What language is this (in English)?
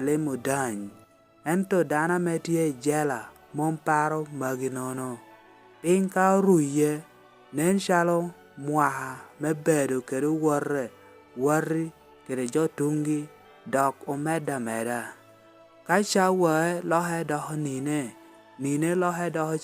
Lango (Uganda)